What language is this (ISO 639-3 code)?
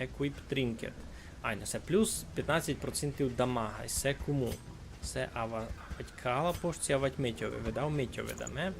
rue